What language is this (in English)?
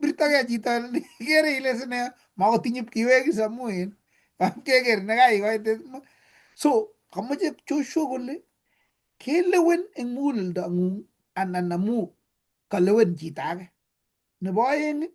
Kalenjin